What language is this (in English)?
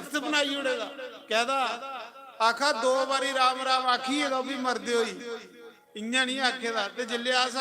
Dogri